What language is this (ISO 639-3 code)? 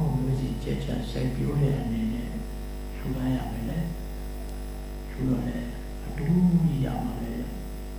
mya